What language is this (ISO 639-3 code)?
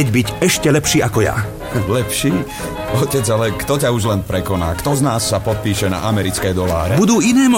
slk